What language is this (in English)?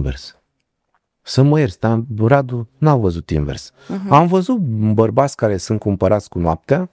Romanian